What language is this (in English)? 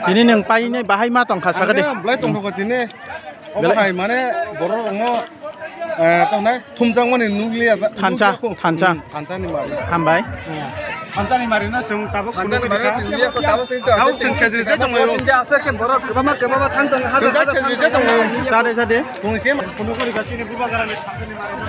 Kok Borok